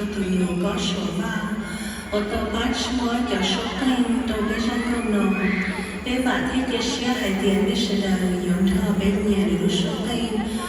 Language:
Hmong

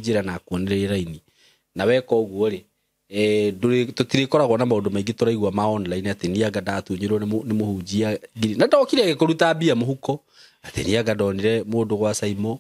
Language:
Kikuyu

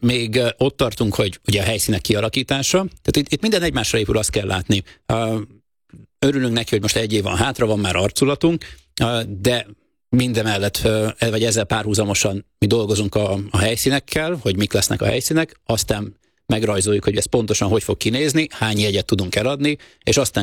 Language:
Hungarian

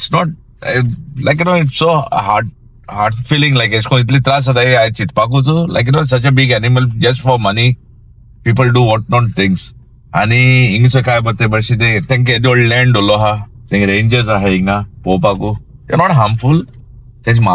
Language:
Konkani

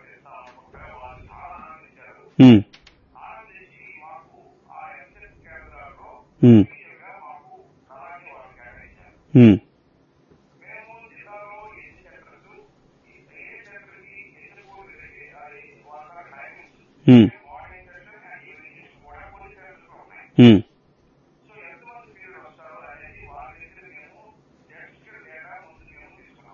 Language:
Telugu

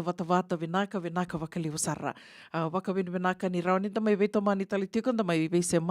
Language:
Fijian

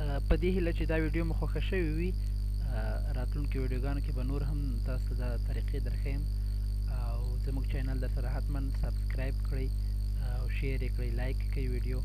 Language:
Pashto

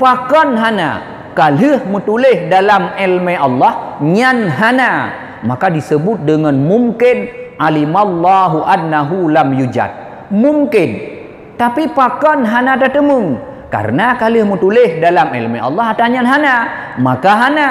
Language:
Achinese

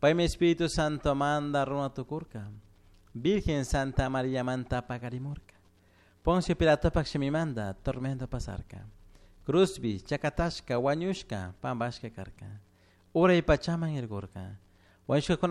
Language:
Chimborazo Highland Quichua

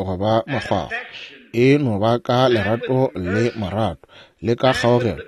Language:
Northern Sotho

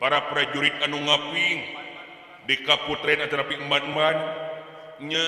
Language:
Sundanese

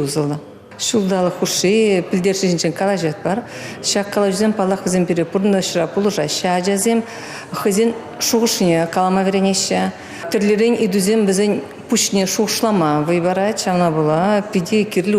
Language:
Chuvash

